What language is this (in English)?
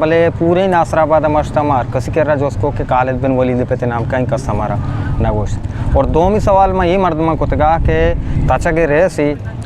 Eastern Balochi